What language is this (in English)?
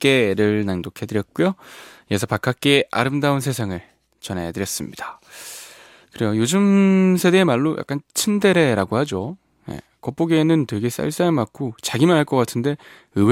Korean